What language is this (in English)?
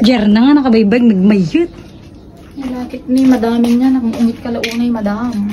Iloko